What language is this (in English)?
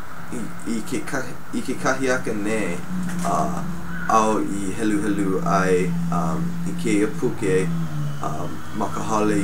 Hawaiian